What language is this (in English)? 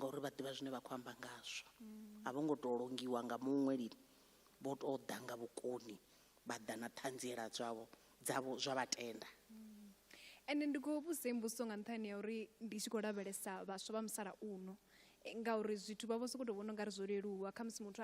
Venda